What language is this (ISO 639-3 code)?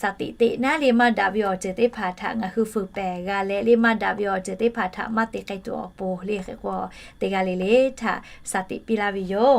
lhu